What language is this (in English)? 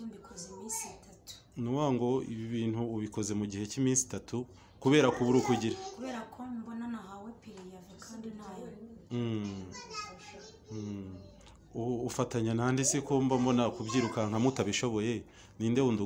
Kinyarwanda